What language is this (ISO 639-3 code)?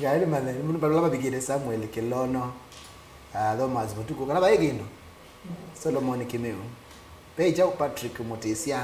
kam